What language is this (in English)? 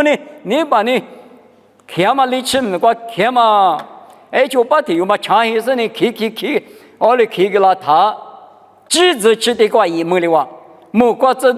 Lisu